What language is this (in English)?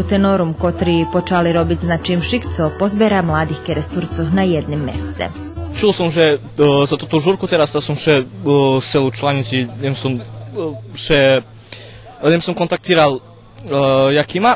Rusyn